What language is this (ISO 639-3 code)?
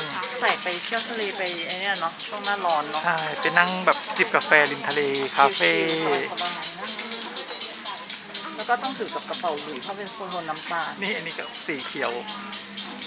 tha